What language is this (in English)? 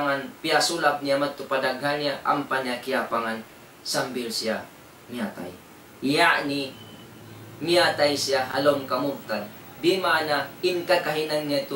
Tausug